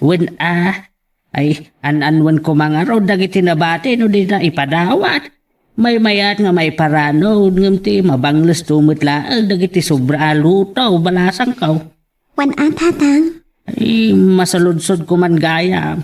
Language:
Iloko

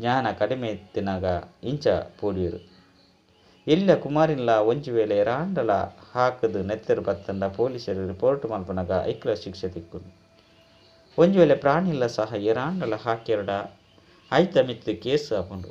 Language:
Tulu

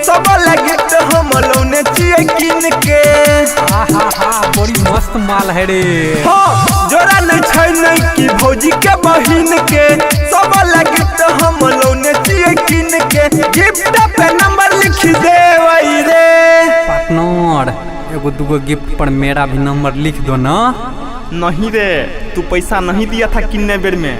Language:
Maithili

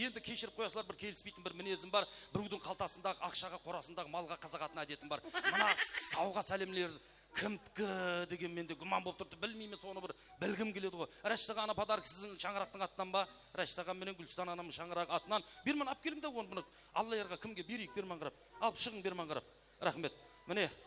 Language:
Kara-Kalpak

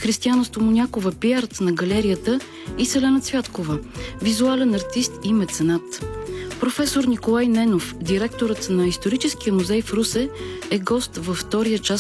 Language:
Bulgarian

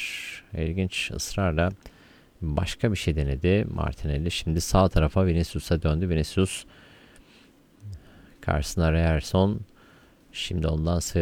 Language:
Turkish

